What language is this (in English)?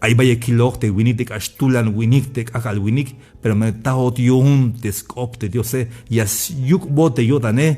Tzeltal